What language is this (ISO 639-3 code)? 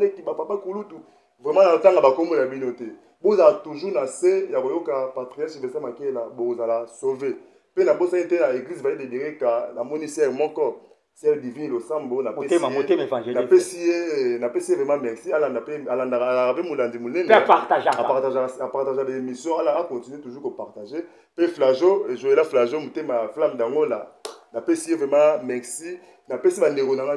lin